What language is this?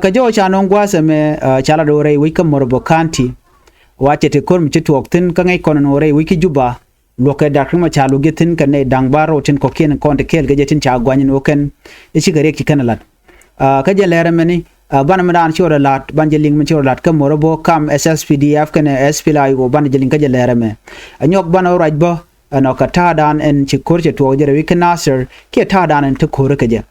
Nuer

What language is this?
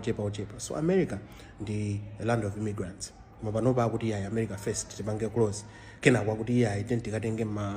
Nyanja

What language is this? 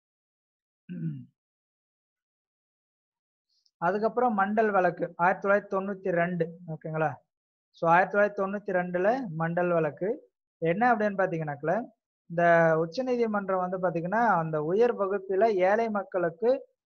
Tamil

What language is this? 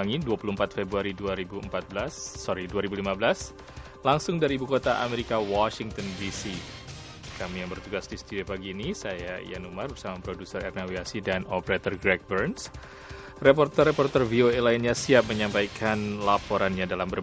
Indonesian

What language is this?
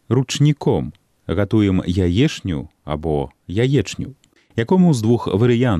Belarusian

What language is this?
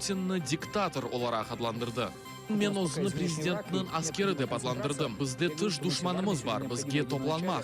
Crimean Tatar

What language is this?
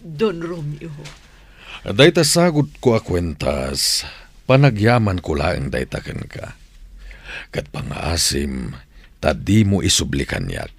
Iloko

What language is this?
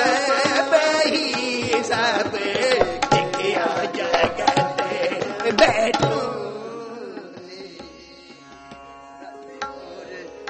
Punjabi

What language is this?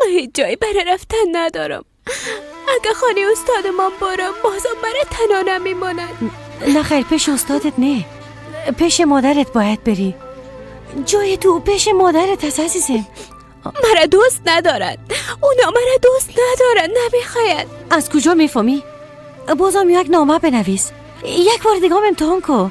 Persian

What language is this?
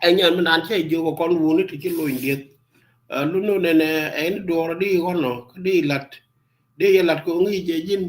Nuer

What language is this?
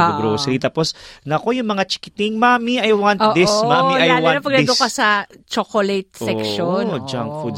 Filipino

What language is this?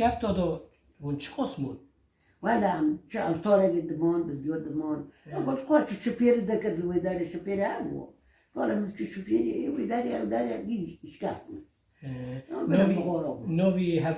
Kurdish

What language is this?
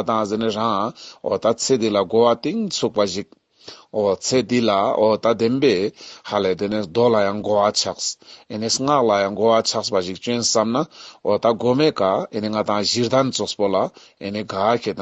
Ladakhi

